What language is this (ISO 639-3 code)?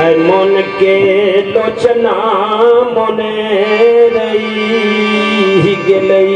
mai